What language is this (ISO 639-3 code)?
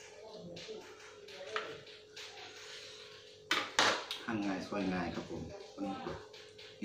tha